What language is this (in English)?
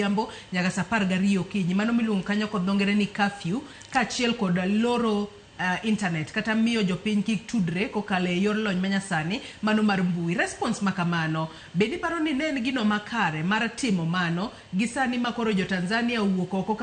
Luo (Kenya and Tanzania)